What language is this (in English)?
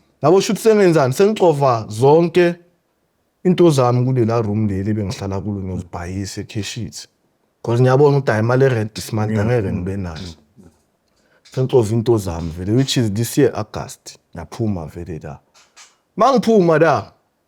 Zulu